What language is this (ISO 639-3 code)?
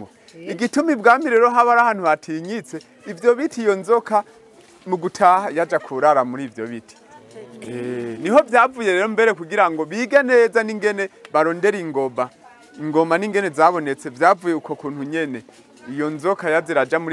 run